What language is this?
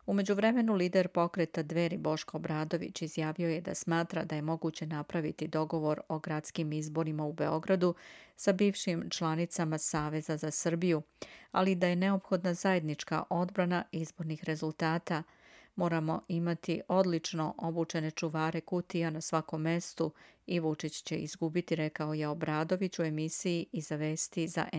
Serbian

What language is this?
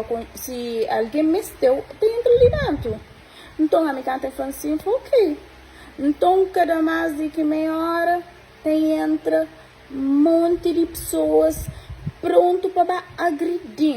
Kabuverdianu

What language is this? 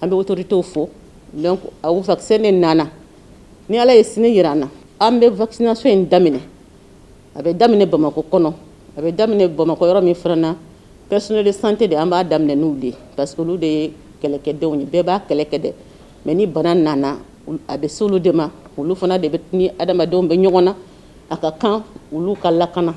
Bambara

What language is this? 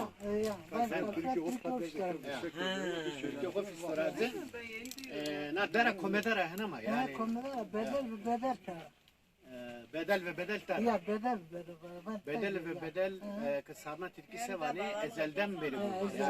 Zaza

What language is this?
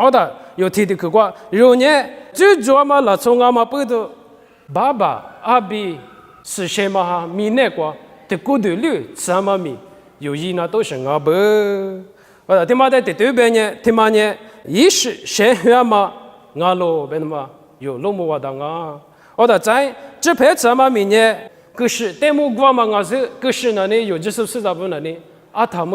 Lisu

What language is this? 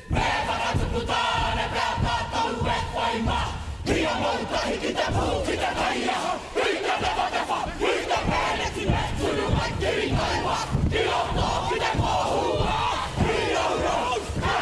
Māori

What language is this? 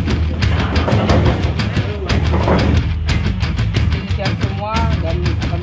Indonesian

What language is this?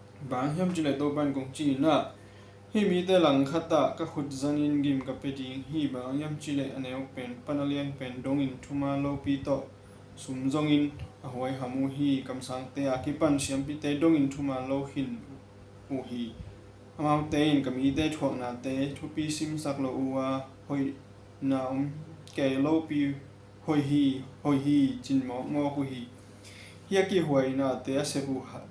Tedim Chin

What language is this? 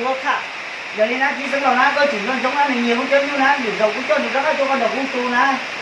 Hmong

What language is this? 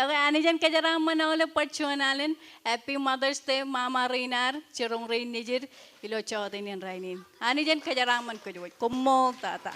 Marshallese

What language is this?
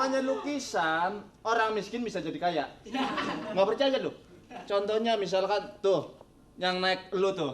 Betawi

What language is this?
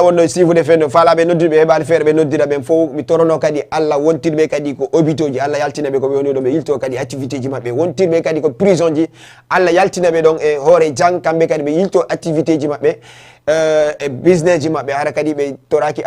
Fula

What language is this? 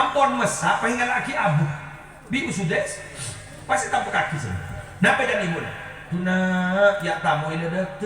Madurese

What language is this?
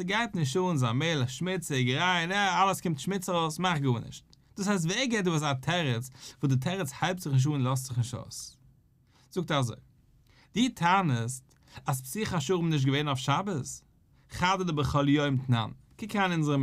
Yiddish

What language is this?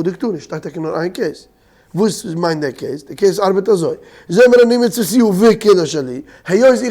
Yiddish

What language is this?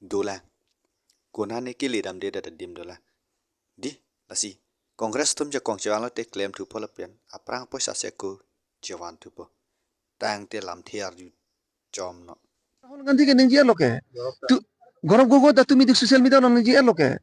Karbi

